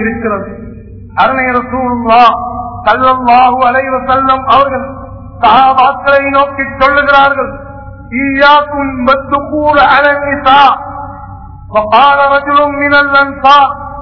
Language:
Tamil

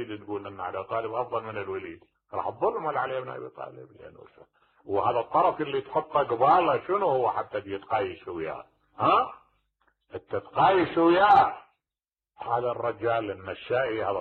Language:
Mesopotamian Arabic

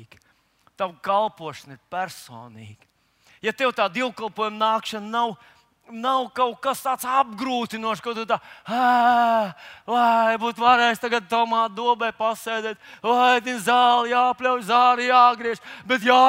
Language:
Latvian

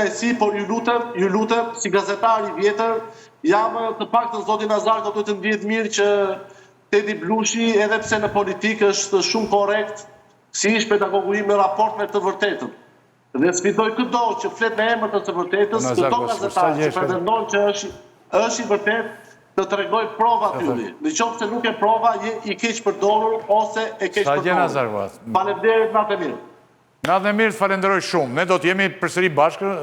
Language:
Albanian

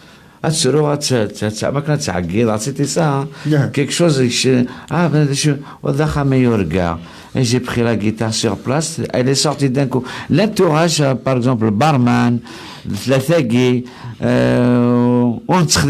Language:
Kabyle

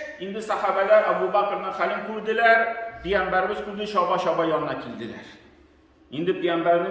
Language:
Tatar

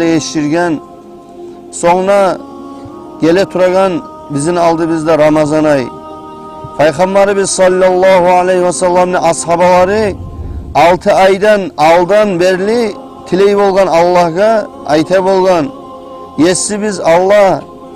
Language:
Kumyk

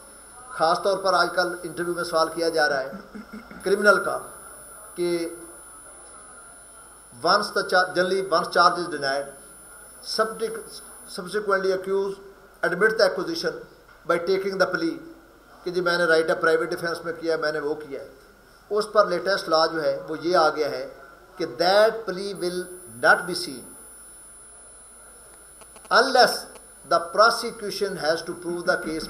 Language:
Urdu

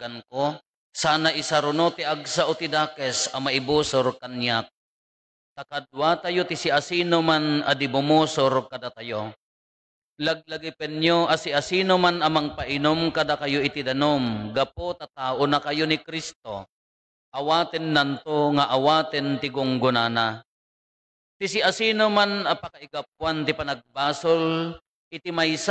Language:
Iloko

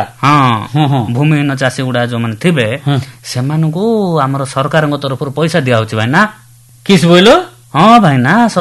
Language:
Odia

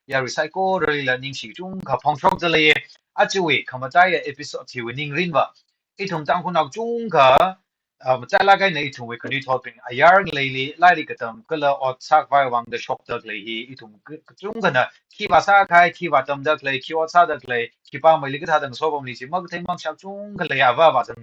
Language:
Tangkhul Naga (India)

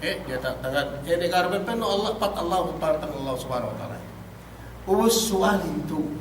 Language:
Yakan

